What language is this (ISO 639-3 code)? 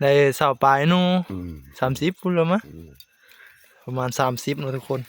tts